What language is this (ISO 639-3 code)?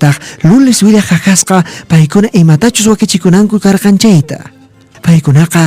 que